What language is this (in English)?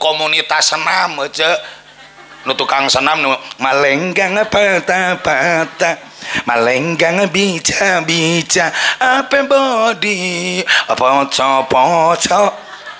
Sundanese